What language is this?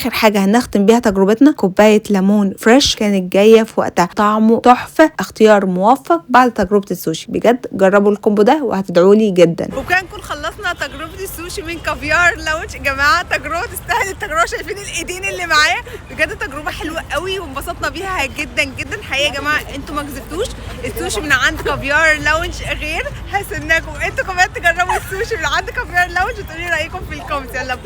Egyptian Arabic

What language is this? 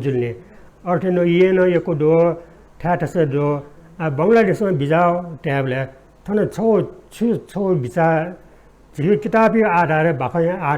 Newari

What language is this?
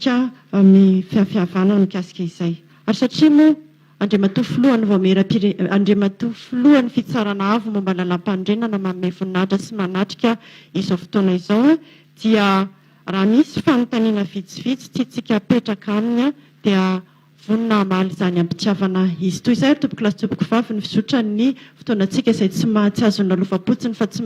Malagasy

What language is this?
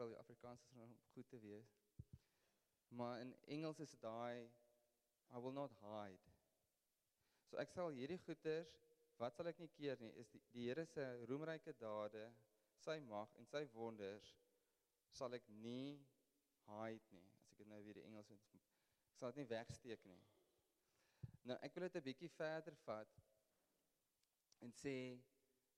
Afrikaans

